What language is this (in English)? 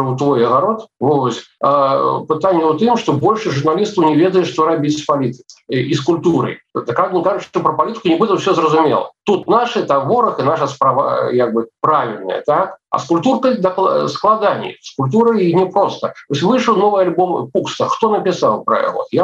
Belarusian